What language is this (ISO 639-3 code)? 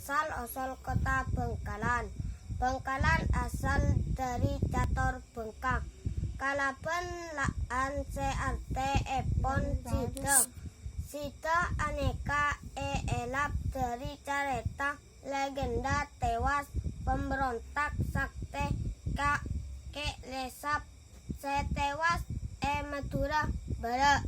mad